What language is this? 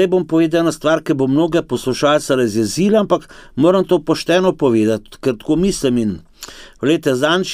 Slovenian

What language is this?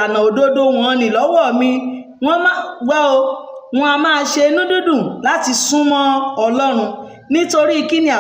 Yoruba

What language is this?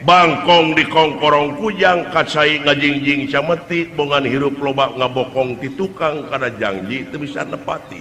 Sundanese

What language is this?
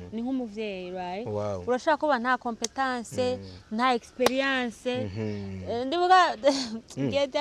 Rundi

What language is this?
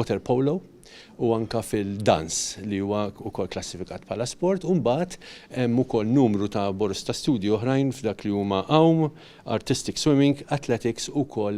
Maltese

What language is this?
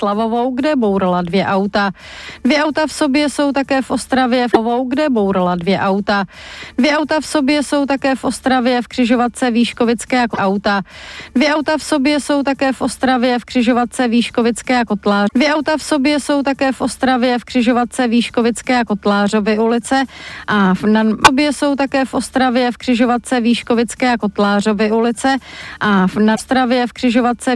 Czech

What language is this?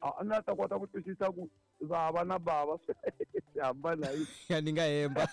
Tsonga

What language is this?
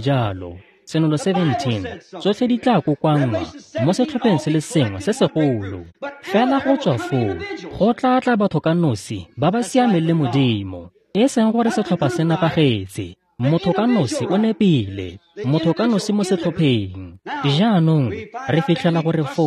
Tswana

